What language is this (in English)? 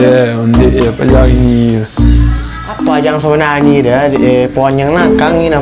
Minangkabau